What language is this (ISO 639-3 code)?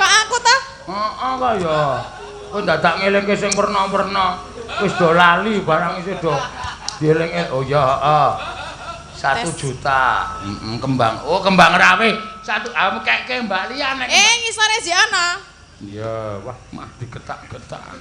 jav